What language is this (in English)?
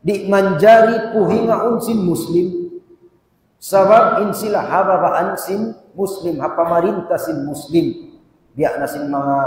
Tausug